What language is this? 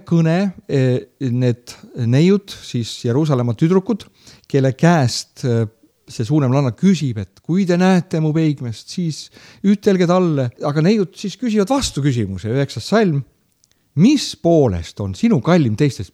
Estonian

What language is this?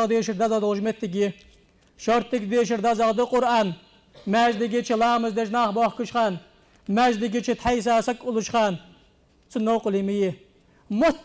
Ingush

